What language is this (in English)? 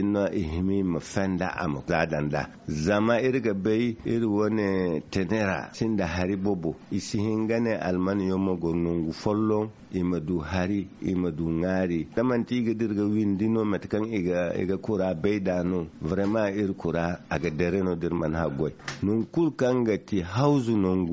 Zarma